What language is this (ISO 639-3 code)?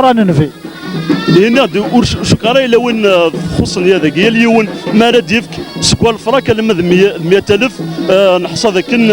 kab